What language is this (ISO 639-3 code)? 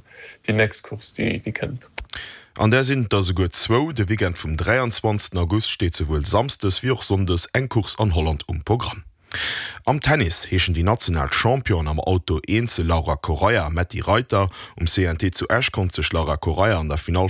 ltz